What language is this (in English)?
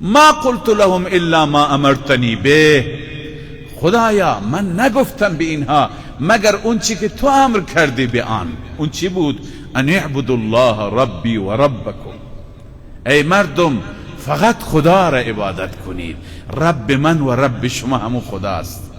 Persian